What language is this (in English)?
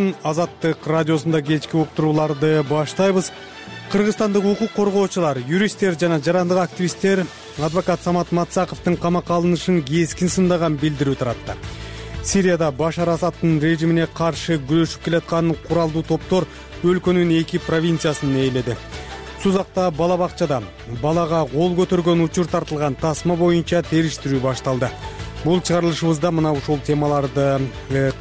Kyrgyz